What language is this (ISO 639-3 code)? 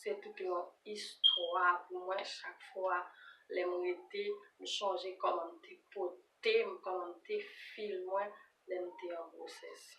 hat